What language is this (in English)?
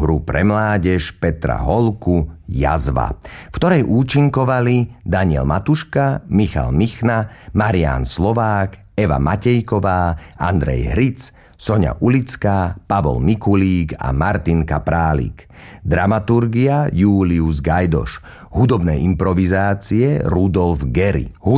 Slovak